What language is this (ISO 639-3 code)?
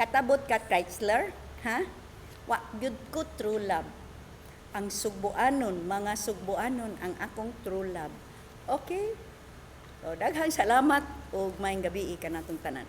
ceb